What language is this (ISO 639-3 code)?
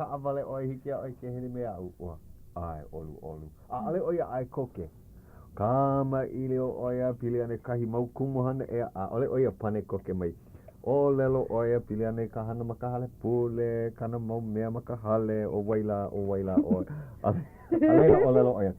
haw